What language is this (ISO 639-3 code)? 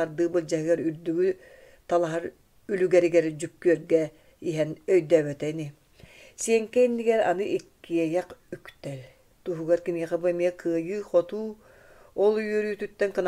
sah